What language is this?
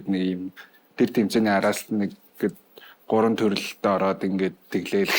Mongolian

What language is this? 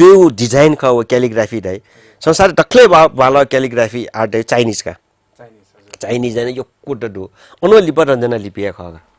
Newari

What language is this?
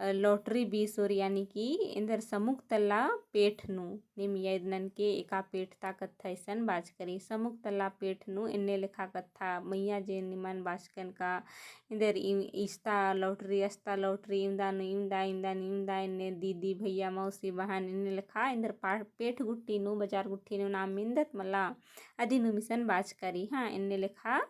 Kurukh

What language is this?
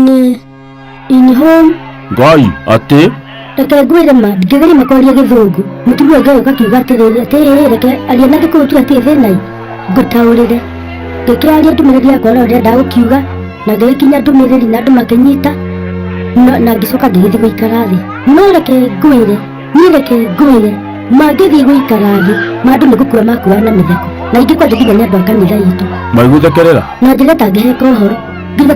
Kikuyu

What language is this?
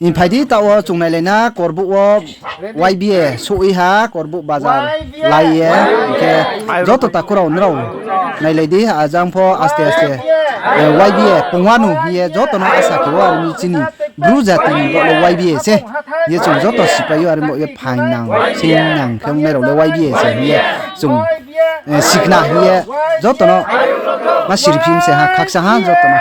Riang (India)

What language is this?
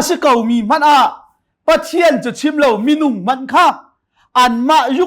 Hakha Chin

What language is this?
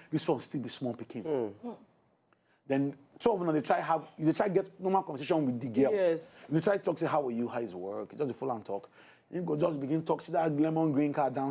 Nigerian Pidgin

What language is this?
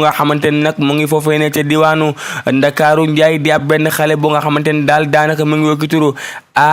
Wolof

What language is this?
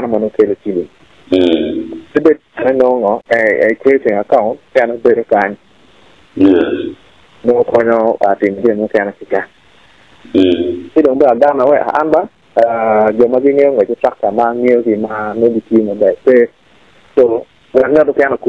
Acoli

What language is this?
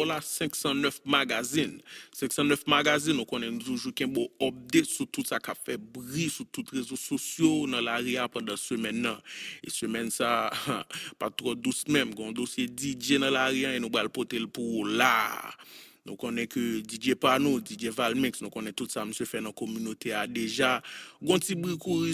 Haitian Creole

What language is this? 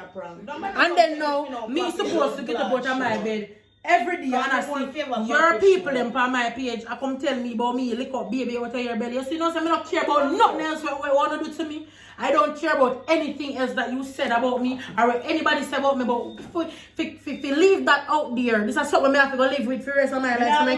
Jamaican Creole English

